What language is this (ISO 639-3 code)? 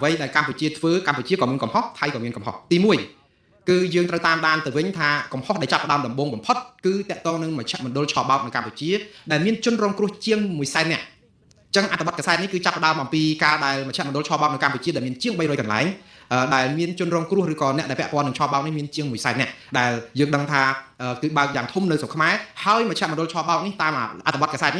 khm